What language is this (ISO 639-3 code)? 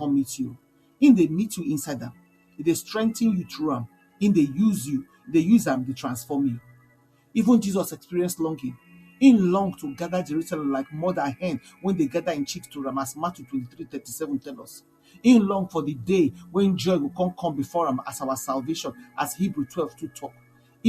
pcm